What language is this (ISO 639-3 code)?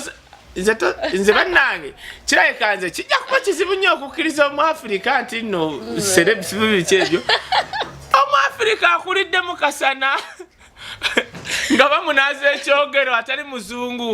lug